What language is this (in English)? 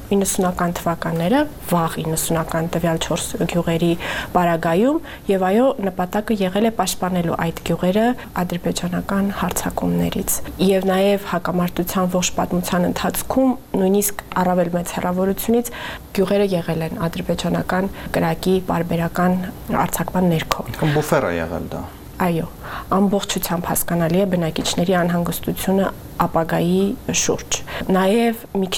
Armenian